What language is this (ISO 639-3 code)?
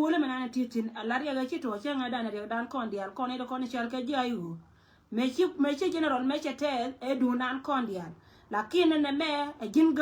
nus